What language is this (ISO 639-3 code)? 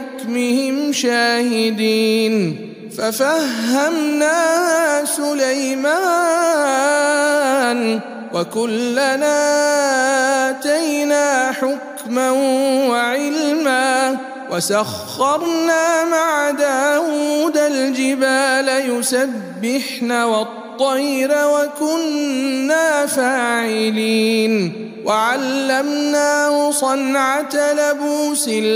ara